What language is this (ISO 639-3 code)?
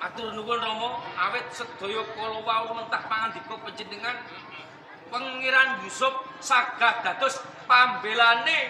jav